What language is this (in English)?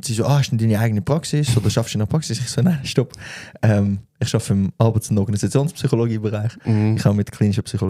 Swiss German